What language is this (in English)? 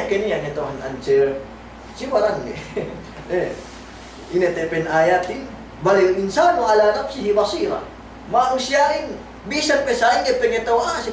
Yakan